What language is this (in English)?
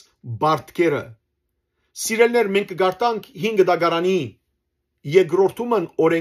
Western Armenian